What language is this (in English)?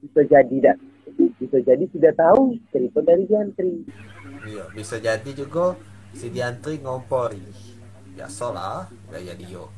Musi